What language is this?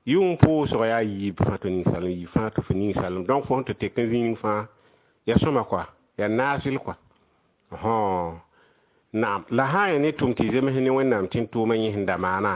Mossi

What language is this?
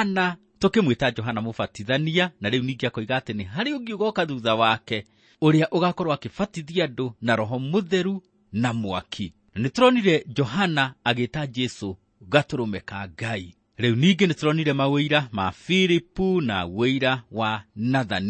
Kikuyu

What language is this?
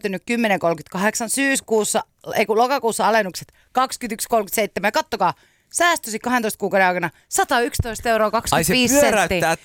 Finnish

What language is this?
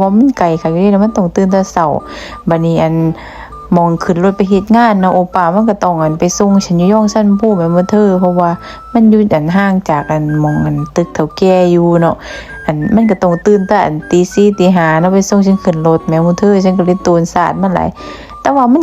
Northeastern Thai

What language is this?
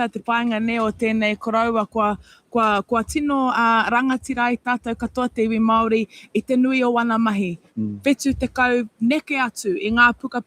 Māori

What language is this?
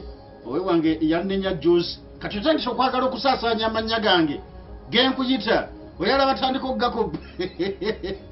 Ganda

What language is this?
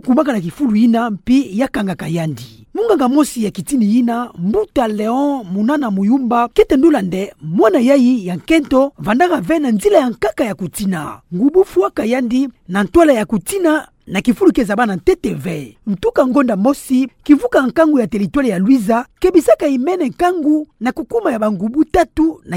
Kituba (Democratic Republic of Congo)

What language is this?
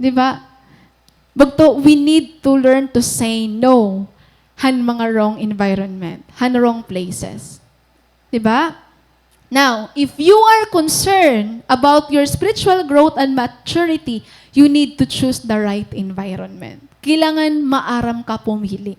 Waray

